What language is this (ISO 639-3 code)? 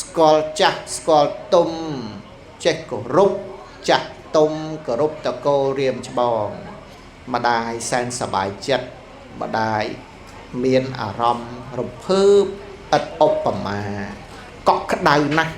khm